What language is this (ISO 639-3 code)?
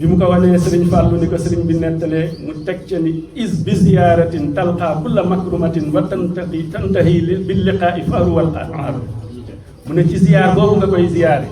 wol